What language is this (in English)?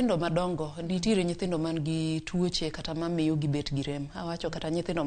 Luo (Kenya and Tanzania)